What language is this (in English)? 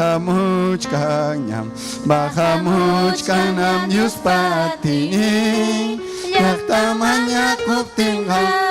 Ayacucho Quechua